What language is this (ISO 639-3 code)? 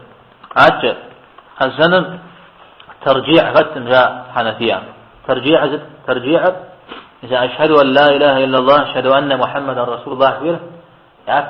kbd